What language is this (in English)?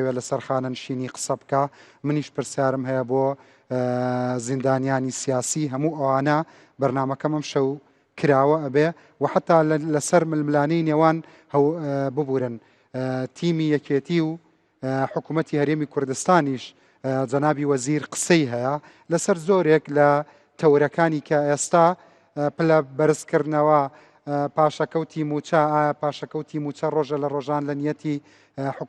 Central Kurdish